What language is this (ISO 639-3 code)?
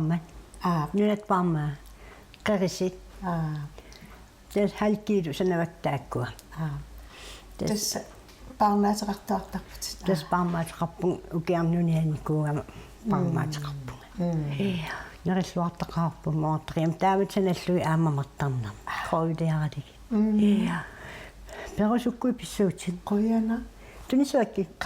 kal